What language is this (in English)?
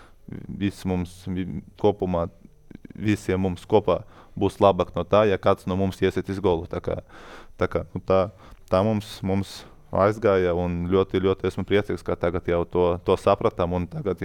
Latvian